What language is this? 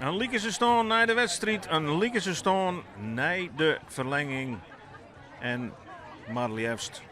Western Frisian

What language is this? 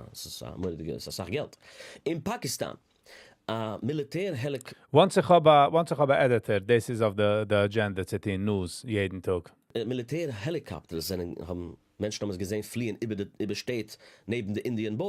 Yiddish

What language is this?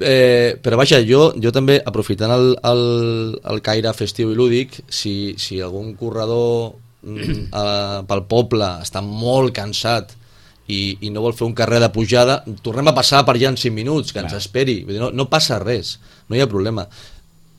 Catalan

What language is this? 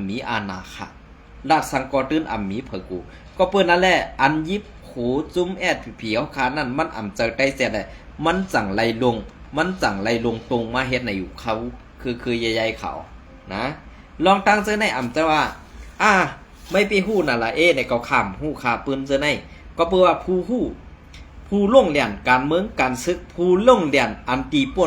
Shan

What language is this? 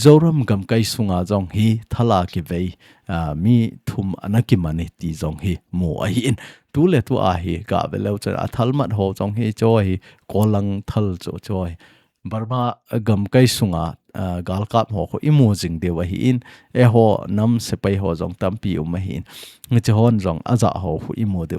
Thado Chin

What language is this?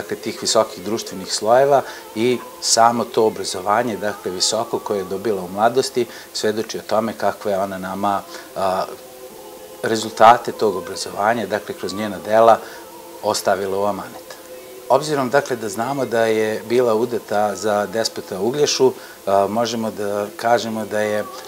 Serbian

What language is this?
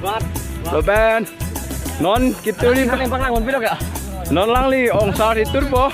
Karbi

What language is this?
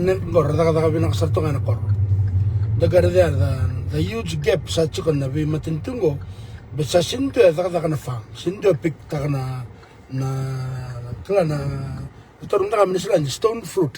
Fijian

